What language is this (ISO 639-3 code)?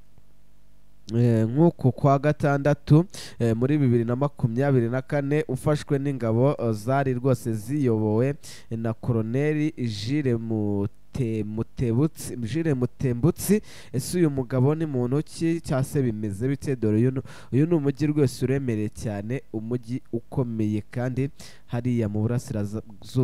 kin